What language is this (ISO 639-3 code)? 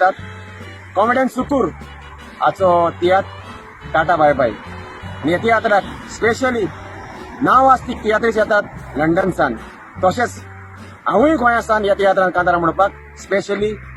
kok